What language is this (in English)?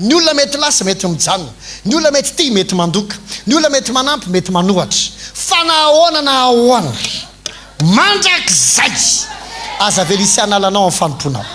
Malagasy